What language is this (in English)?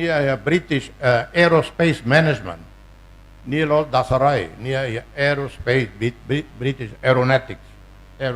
Tetum